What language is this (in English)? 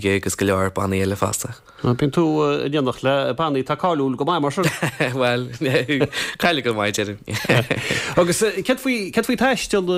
Irish